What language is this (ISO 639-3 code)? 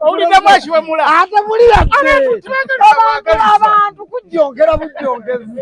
lug